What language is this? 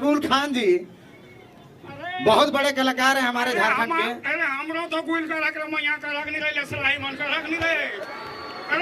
Sadri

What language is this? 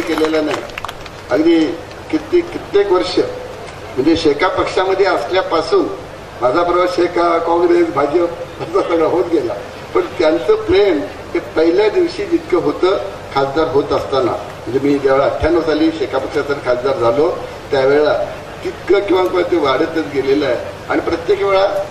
Marathi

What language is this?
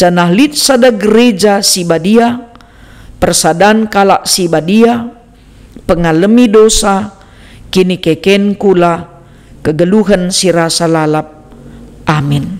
Batak Karo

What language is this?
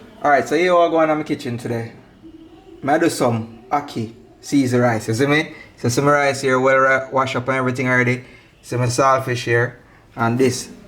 Jamaican Creole English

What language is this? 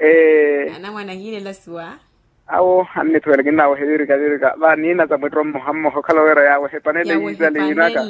Makhuwa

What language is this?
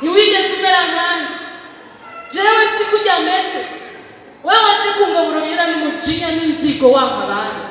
Rundi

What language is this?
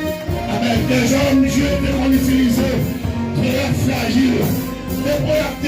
Haitian Creole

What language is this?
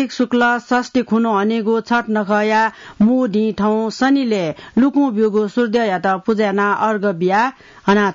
Newari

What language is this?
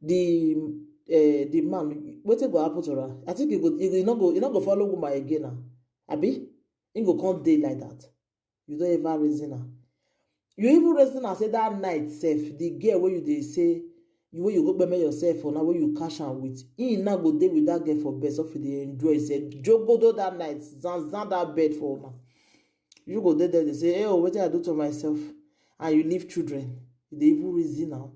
Nigerian Pidgin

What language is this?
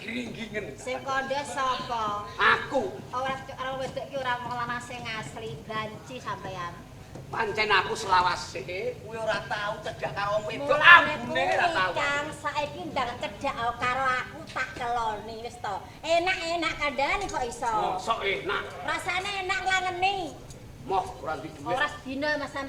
Javanese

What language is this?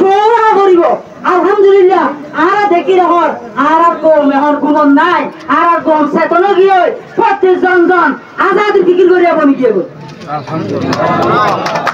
Rohingya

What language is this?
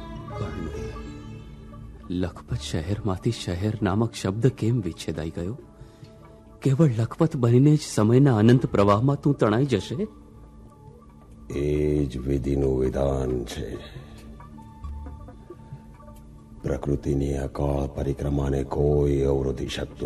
Gujarati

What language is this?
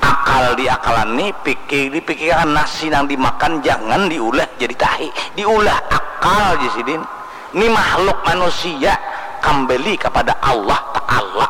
Banjar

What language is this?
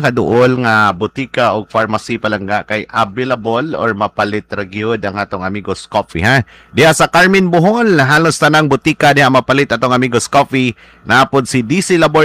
Cebuano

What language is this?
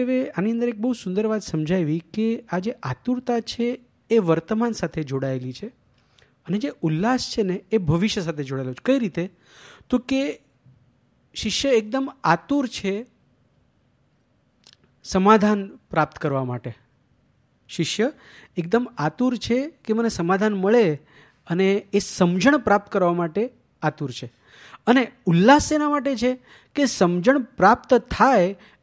Gujarati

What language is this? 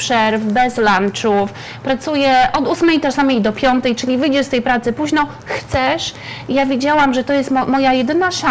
Polish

